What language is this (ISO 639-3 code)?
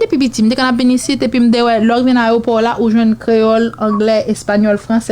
hat